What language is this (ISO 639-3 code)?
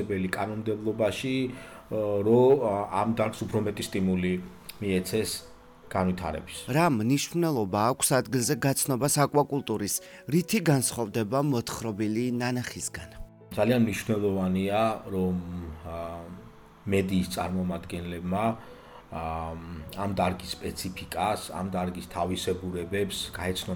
kat